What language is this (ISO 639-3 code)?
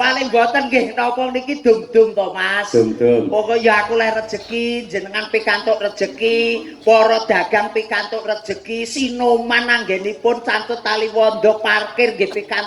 jav